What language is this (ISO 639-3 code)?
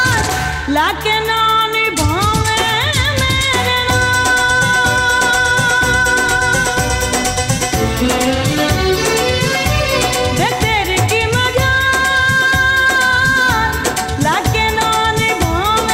pan